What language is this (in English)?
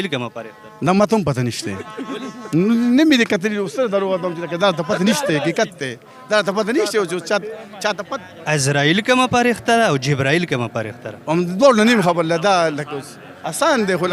Pashto